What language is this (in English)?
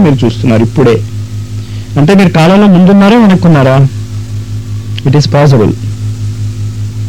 Telugu